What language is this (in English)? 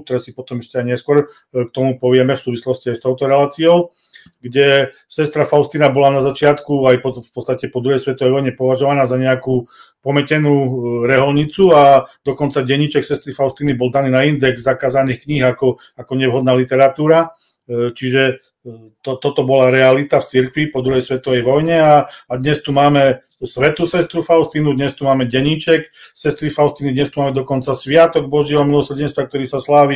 Slovak